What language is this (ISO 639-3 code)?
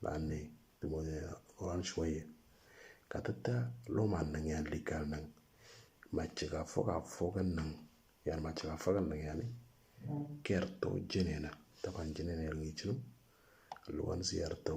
mor